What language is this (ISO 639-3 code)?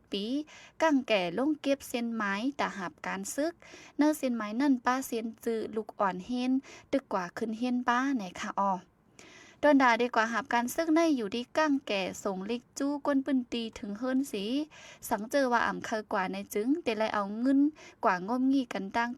shn